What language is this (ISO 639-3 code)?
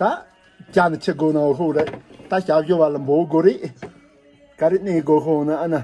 bod